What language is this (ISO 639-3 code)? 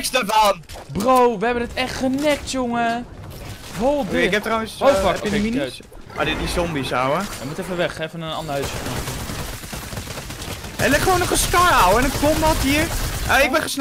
nld